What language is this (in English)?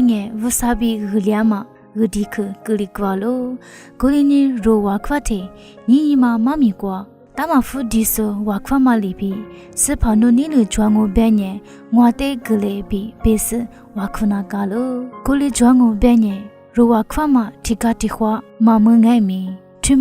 Lisu